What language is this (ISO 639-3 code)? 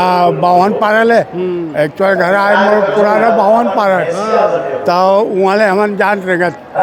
hne